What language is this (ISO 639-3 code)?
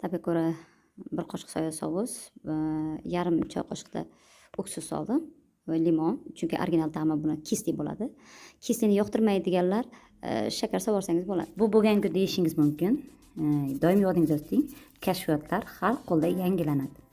uzb